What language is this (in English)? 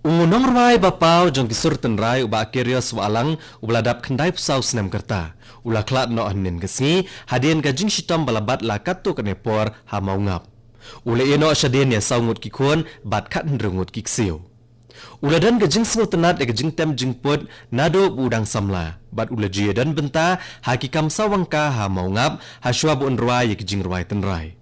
Khasi